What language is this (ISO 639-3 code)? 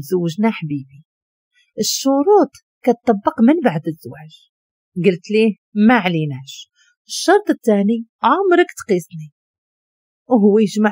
ary